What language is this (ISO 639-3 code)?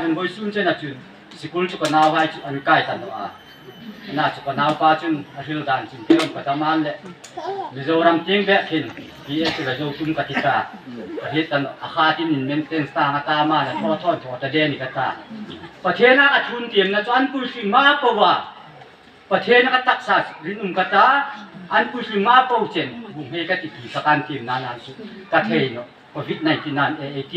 hmr